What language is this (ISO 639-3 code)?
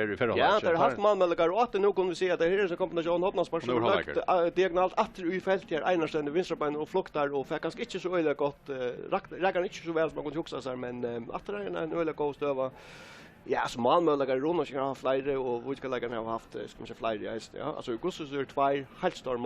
fao